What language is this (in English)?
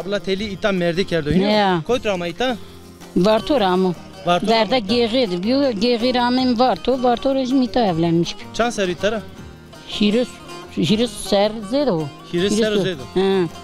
Zaza